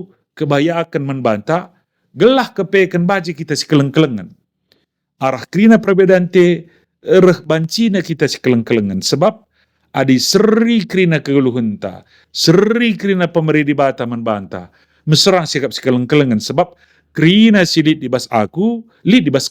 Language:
Batak Karo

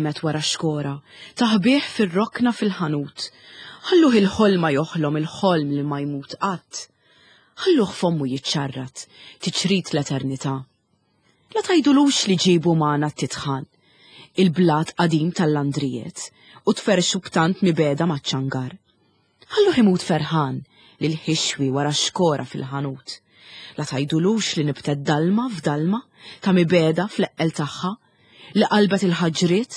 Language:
Maltese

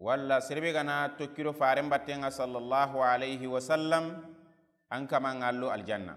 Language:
Soninke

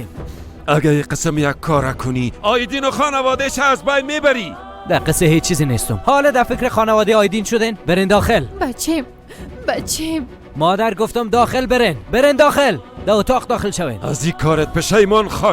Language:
Persian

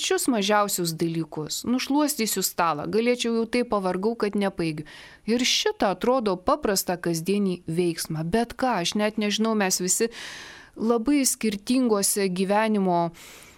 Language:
Lithuanian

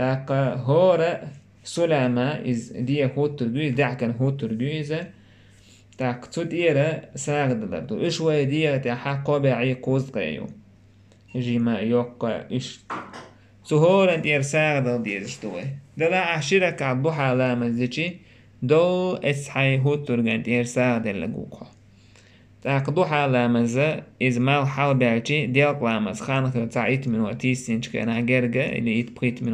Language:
Chechen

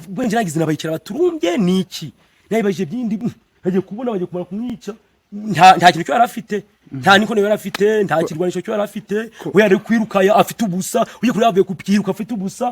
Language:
Nyankole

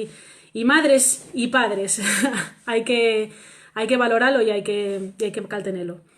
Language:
Asturian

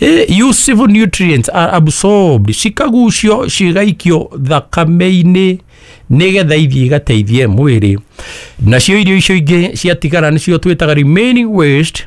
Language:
Kikuyu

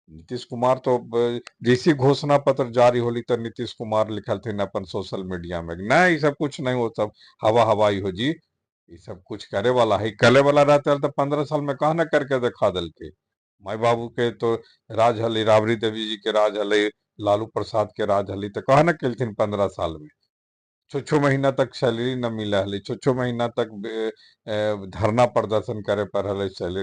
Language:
Magahi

